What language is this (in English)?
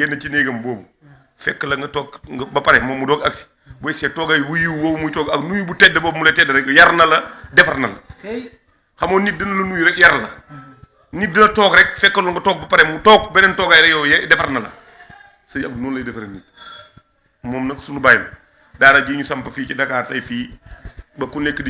Wolof